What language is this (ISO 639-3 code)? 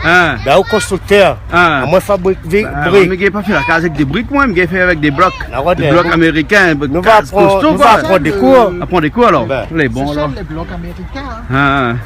rcf